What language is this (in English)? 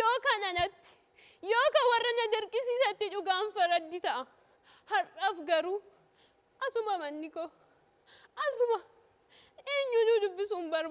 Oromo